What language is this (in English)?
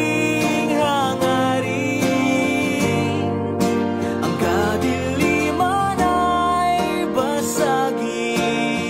Filipino